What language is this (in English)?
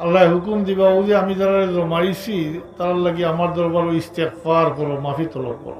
Sylheti